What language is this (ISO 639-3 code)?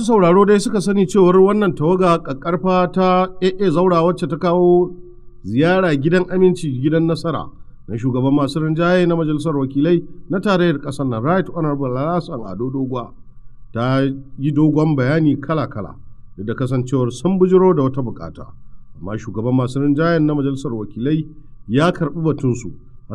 hau